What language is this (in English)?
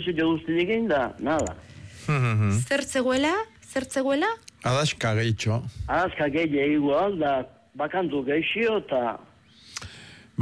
Basque